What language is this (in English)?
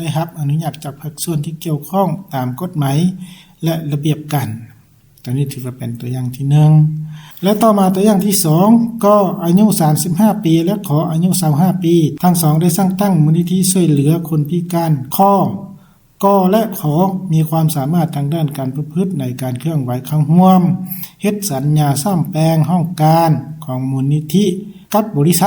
Lao